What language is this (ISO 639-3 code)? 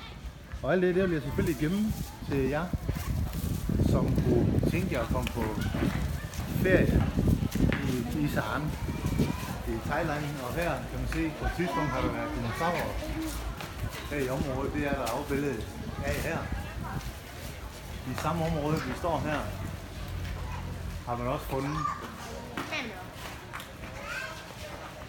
dan